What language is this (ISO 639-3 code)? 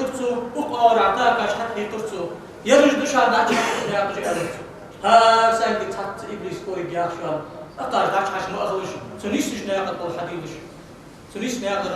inh